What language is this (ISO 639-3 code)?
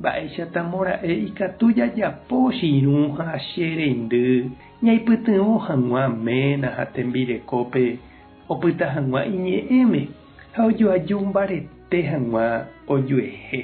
grn